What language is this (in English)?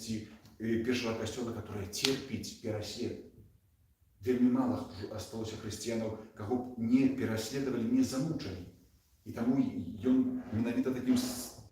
Belarusian